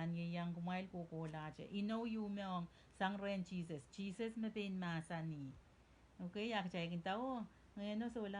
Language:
Pohnpeian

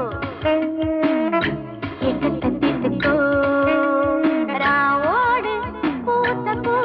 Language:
Tamil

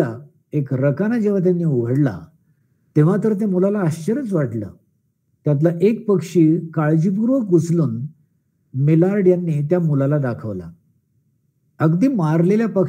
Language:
Marathi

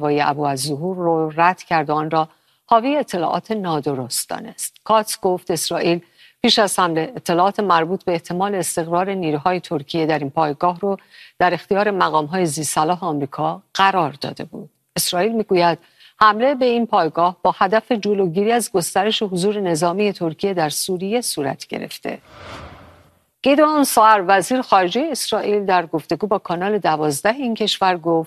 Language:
Persian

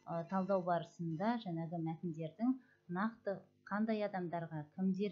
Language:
Kazakh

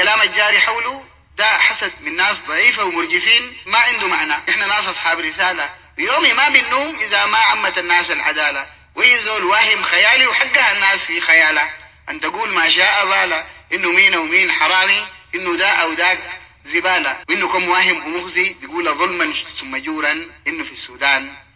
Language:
Sudanese Arabic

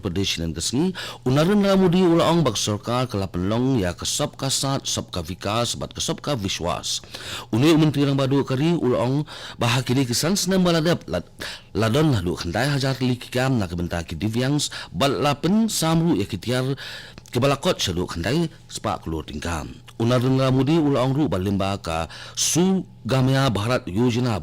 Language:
Khasi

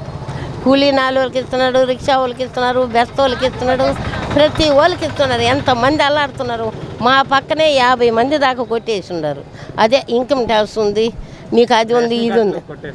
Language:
Telugu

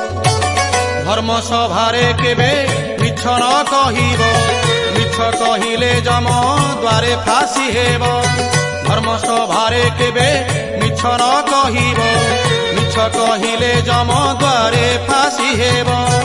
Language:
Odia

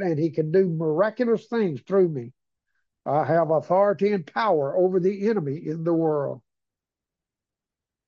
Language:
English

